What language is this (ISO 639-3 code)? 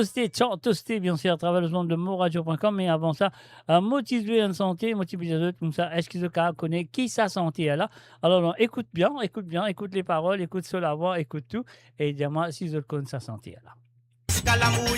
mfe